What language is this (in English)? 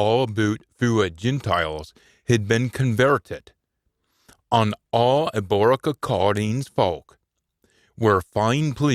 Scots